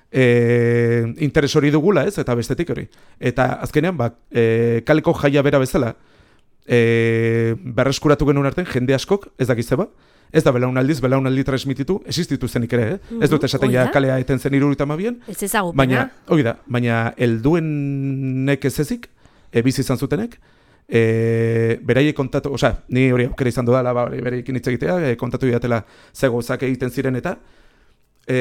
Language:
Basque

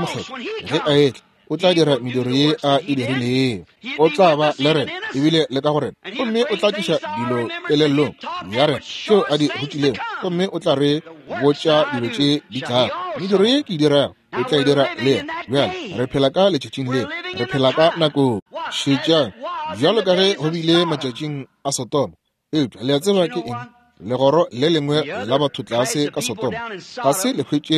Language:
Northern Sotho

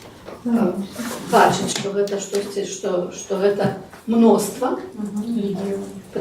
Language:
Belarusian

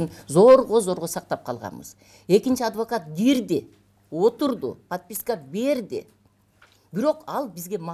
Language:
Kyrgyz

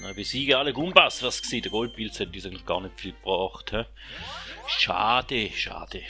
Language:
Swiss German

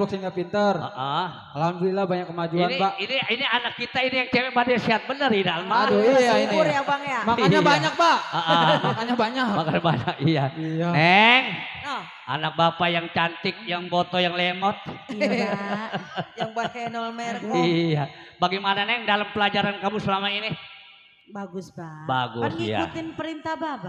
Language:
Betawi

